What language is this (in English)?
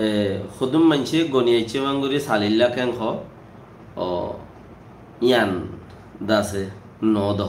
Rohingya